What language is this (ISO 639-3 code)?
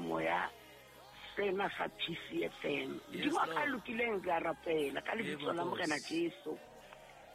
sot